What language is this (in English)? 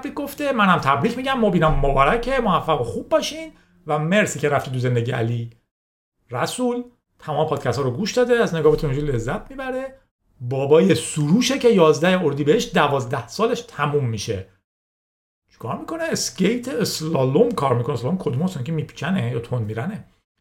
Persian